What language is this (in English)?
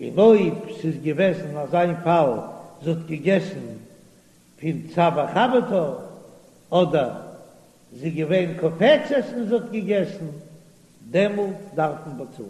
Yiddish